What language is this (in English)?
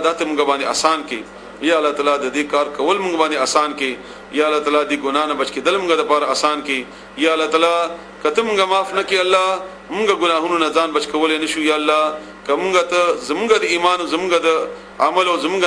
Pashto